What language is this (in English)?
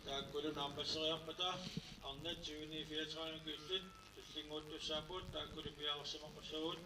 Kalaallisut